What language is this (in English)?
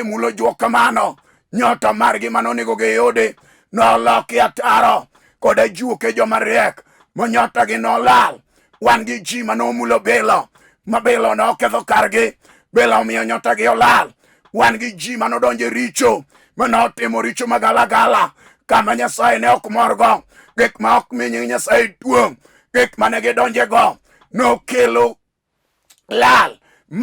Luo (Kenya and Tanzania)